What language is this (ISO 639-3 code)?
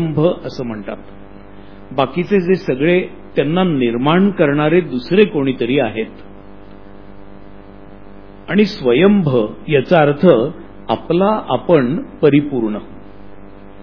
mar